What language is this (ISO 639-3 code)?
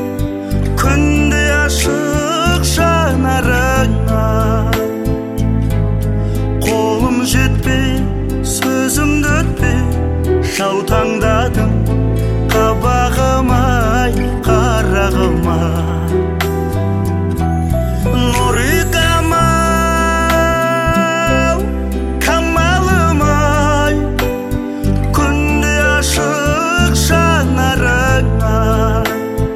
kaz